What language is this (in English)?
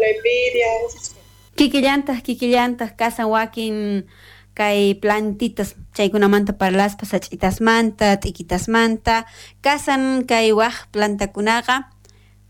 South Bolivian Quechua